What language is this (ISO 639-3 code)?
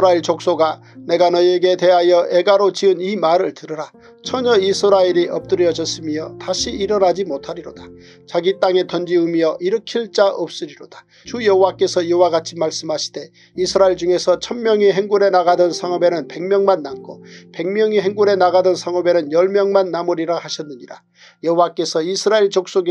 kor